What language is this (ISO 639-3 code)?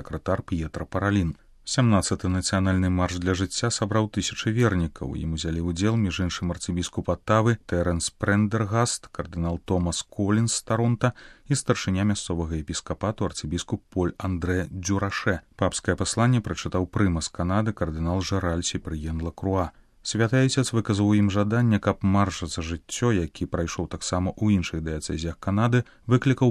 bel